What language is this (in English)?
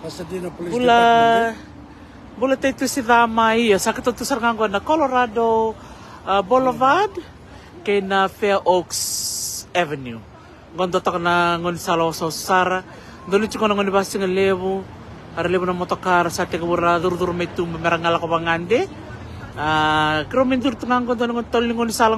Fijian